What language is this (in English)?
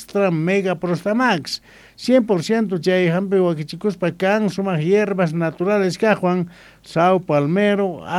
South Bolivian Quechua